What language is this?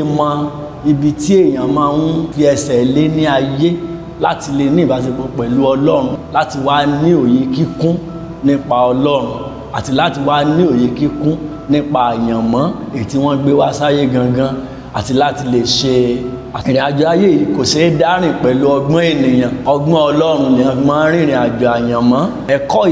Yoruba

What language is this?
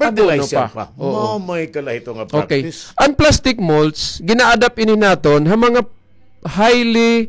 Waray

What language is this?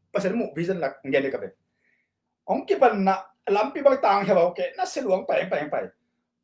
Tedim Chin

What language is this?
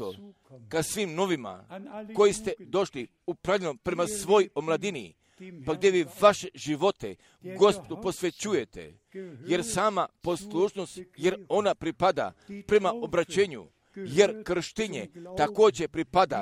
Croatian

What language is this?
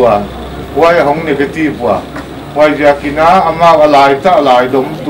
Paite Chin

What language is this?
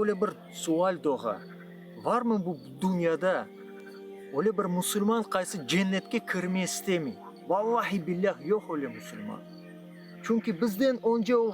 Crimean Tatar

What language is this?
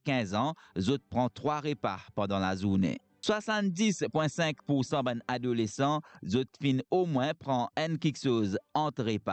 Morisyen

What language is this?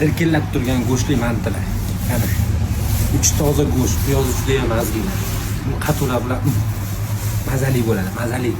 Uzbek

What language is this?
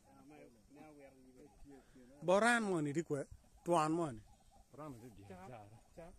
Acoli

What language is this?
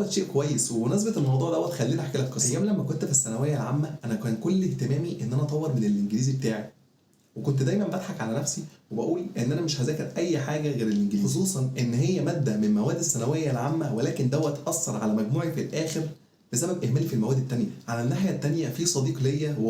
Egyptian Arabic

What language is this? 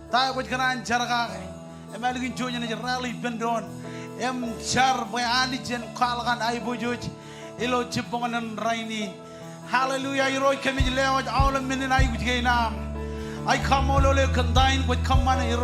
Marshallese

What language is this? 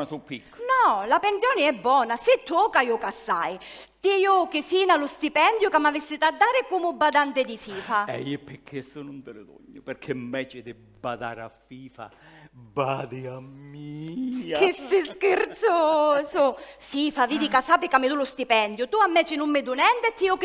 Sicilian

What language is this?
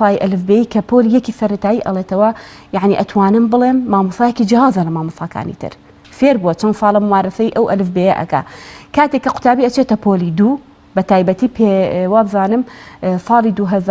Central Kurdish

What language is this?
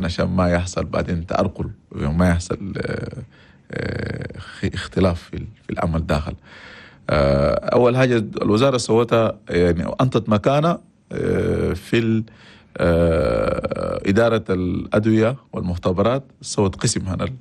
Chadian Arabic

